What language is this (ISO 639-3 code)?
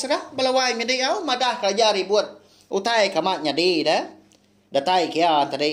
iba